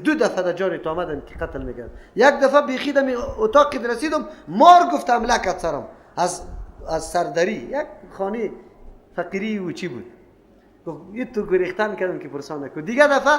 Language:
Persian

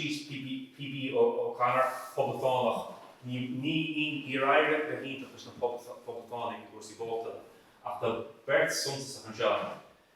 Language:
Irish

